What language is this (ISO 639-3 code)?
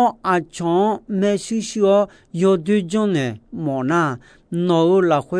ahk